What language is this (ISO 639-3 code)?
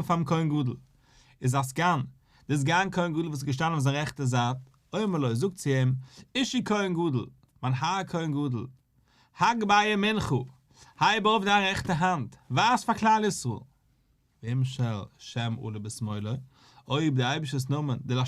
yid